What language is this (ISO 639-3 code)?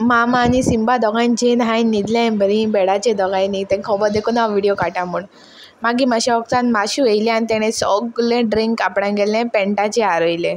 kok